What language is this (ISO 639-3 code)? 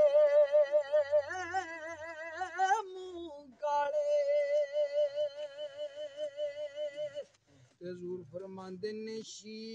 pan